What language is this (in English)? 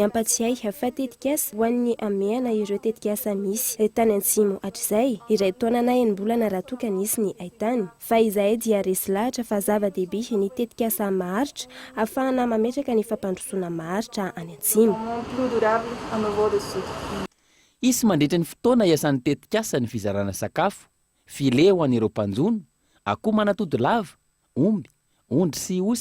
Malagasy